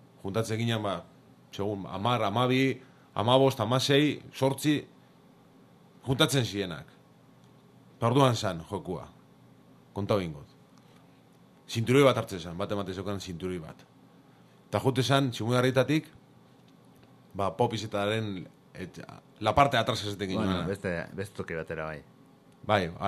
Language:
Basque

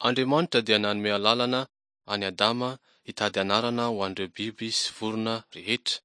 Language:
Malagasy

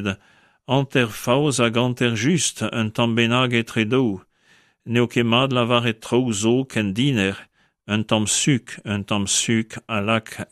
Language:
Breton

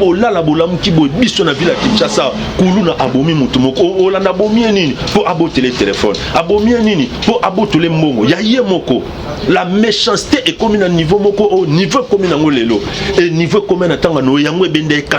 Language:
Lingala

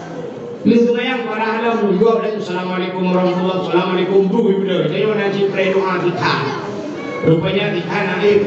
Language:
Achinese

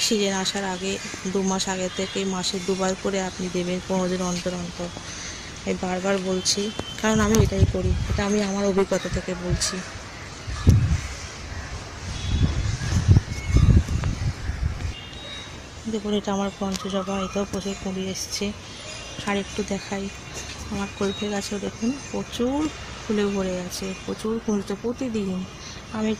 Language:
Bangla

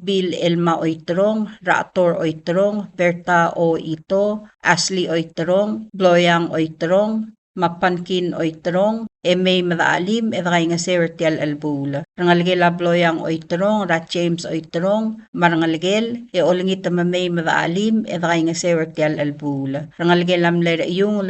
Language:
Palauan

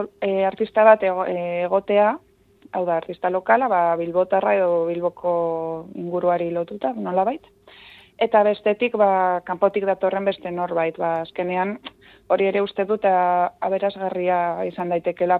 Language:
Basque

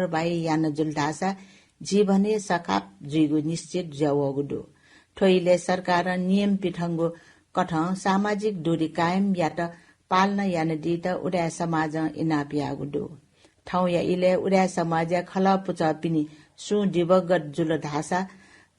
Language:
Newari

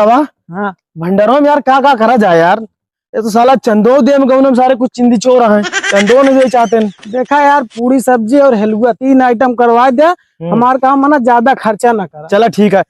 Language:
Awadhi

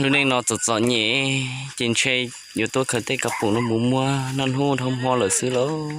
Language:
Hmong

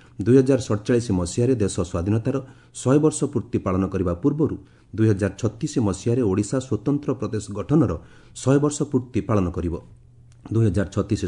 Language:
Odia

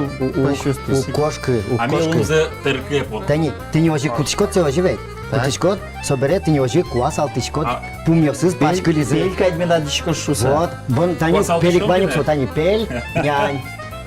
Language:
Udmurt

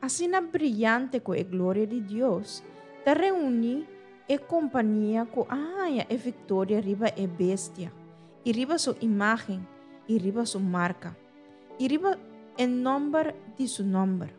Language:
Papiamento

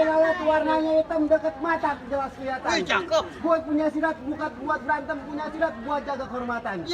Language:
Betawi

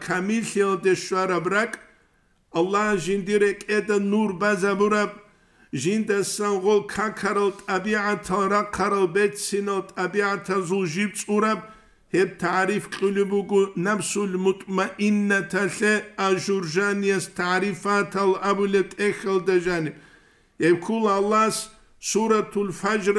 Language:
Avaric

